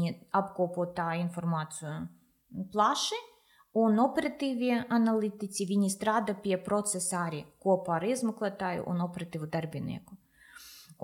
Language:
Latvian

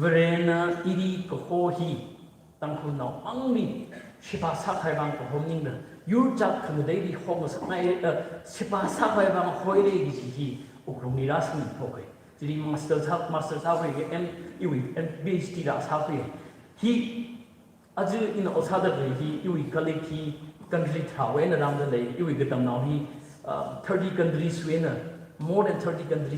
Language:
Tangkhul Naga (India)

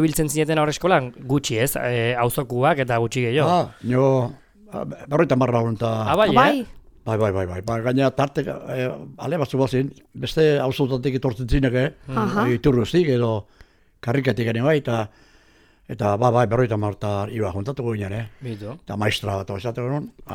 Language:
Basque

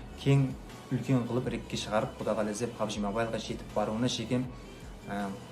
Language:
Kara-Kalpak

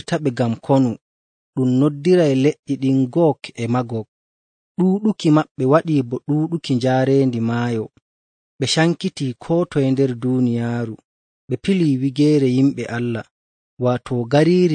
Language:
Nigerian Fulfulde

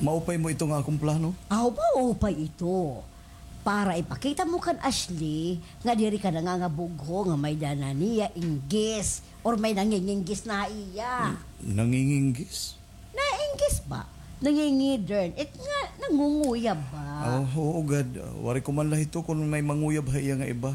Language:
Waray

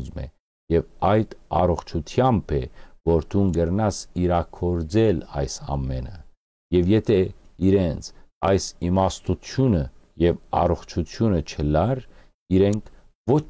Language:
Western Armenian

